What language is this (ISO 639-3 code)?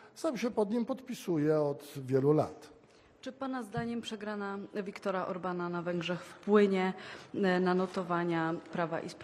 pol